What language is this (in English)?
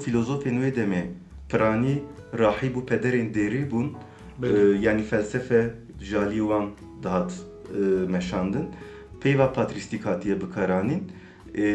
Kurdish